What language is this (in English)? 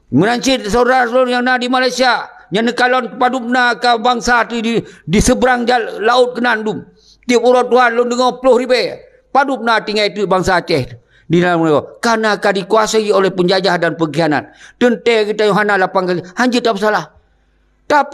Achinese